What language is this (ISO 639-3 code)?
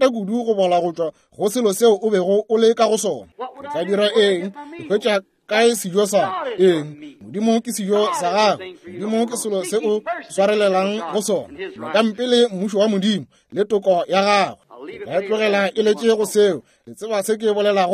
nso